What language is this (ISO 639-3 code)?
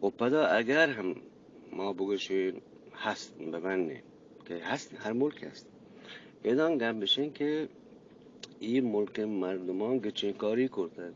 bgp